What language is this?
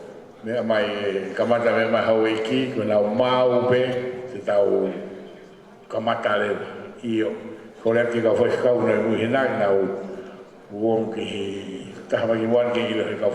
Tongan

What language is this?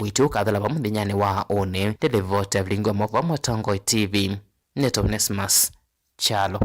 Kamba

